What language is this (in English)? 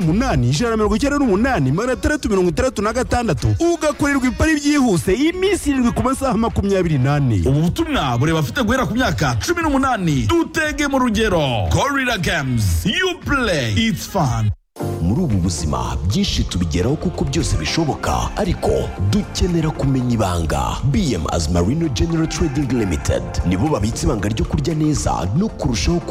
Kinyarwanda